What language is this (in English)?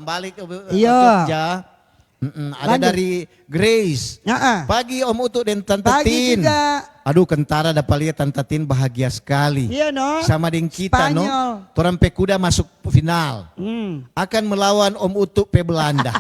Manado Malay